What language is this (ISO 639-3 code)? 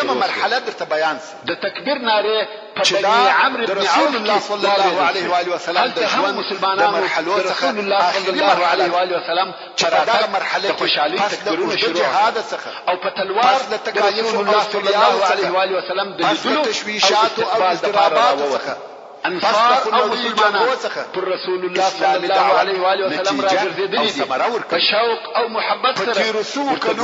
pus